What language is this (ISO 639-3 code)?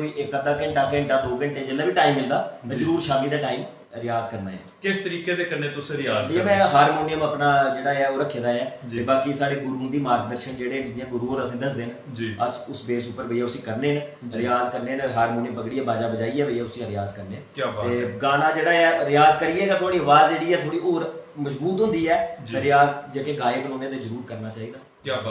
doi